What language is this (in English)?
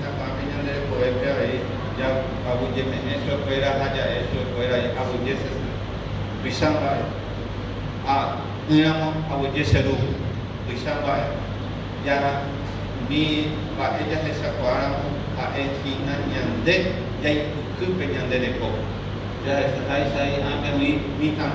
Guarani